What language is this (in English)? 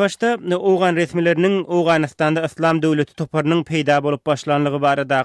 Turkmen